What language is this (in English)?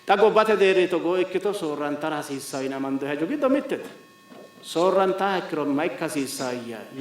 Sidamo